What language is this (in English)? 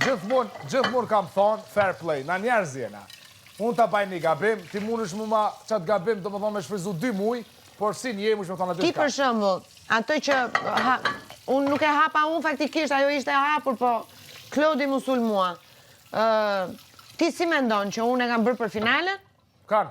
Albanian